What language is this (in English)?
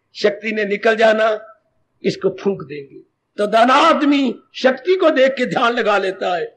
Hindi